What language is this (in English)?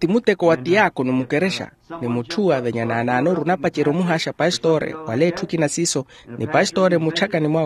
Makhuwa